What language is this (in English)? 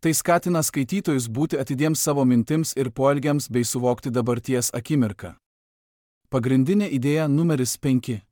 Lithuanian